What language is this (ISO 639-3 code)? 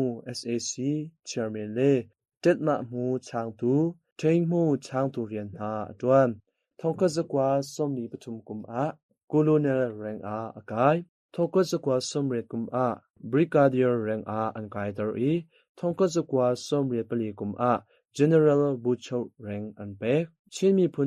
cnh